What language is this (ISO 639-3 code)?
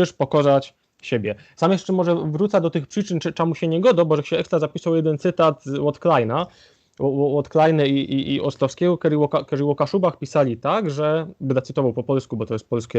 szl